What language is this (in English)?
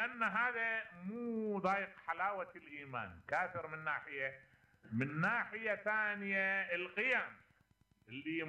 Mesopotamian Arabic